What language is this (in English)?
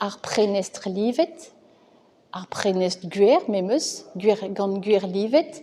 Breton